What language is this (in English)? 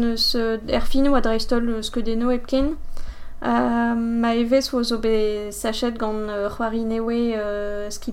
Breton